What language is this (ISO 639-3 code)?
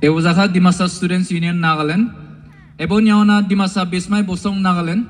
dis